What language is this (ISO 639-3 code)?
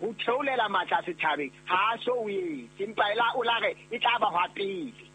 sot